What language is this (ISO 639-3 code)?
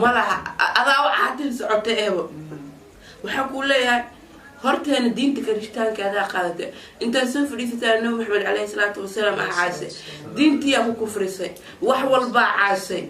som